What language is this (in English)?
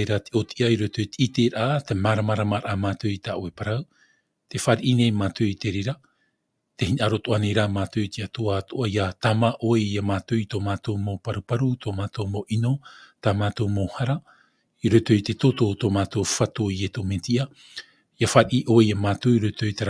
Tahitian